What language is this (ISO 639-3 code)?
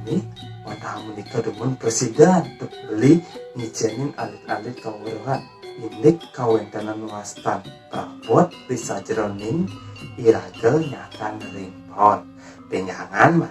ban